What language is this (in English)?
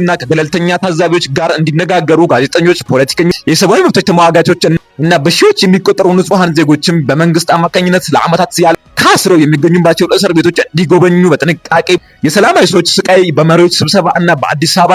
Amharic